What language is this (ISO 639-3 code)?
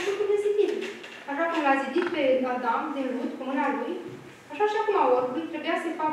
ron